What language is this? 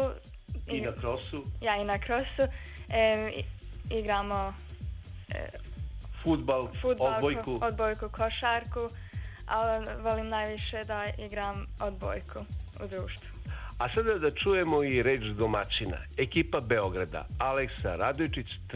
Serbian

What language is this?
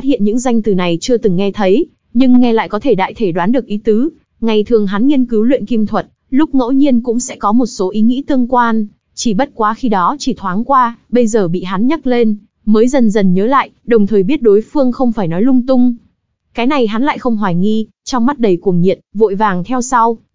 Vietnamese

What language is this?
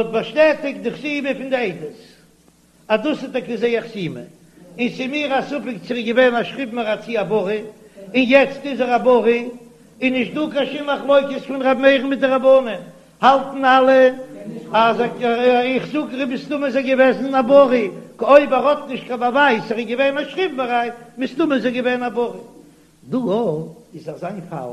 Yiddish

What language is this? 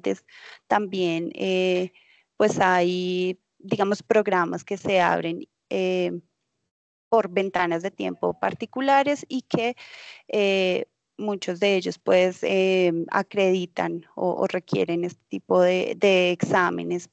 Spanish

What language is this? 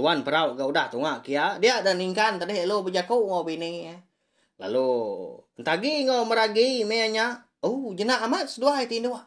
Iban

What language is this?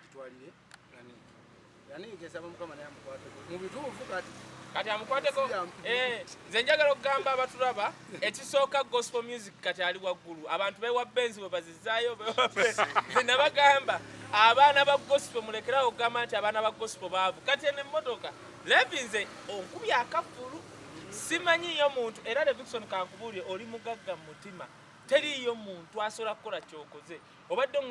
Ganda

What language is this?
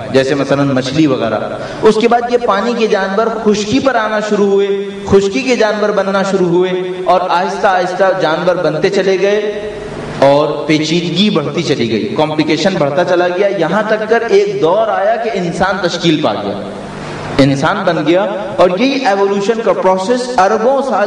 Urdu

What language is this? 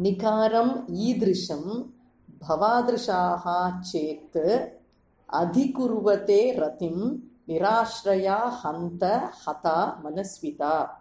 Sanskrit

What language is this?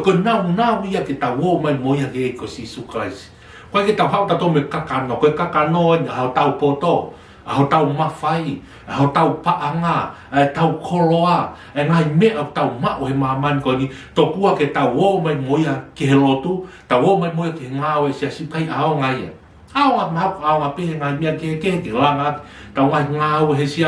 Tongan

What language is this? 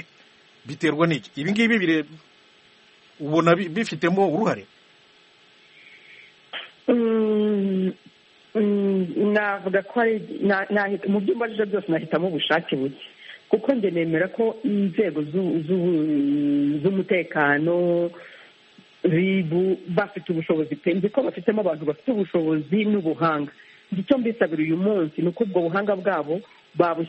Kinyarwanda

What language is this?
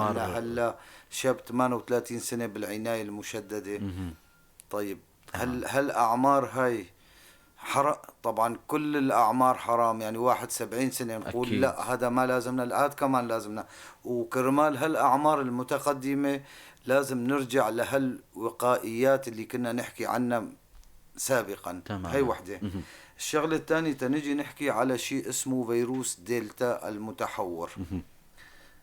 North Levantine Arabic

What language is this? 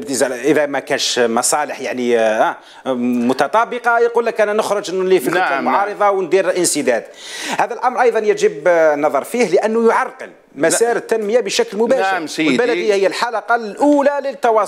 Algerian Arabic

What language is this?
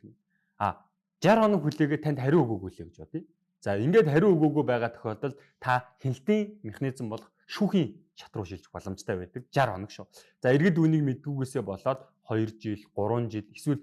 Mongolian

